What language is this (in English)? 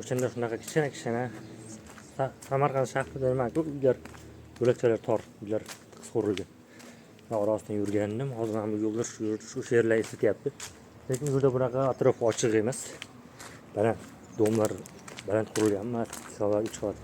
Uzbek